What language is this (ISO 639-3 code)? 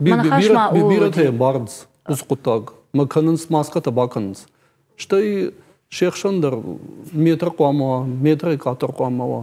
oss